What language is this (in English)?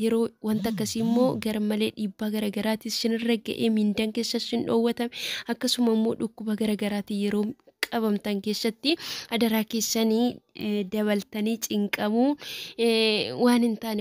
Oromo